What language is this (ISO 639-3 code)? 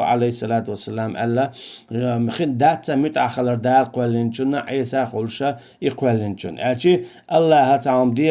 che